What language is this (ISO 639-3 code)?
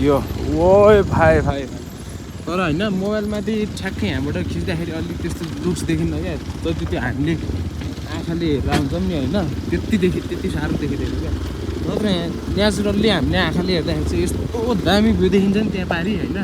nep